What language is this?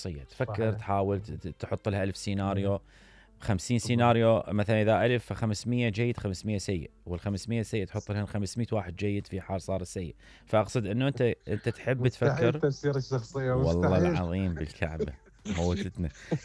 Mesopotamian Arabic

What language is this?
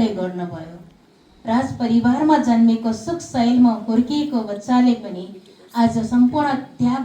Nepali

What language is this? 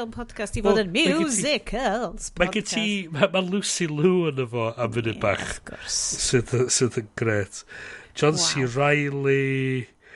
Welsh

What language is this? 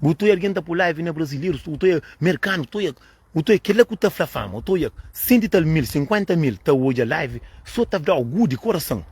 Kabuverdianu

